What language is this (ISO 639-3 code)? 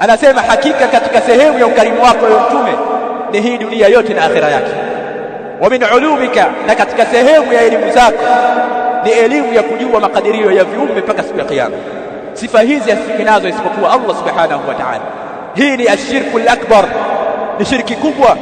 swa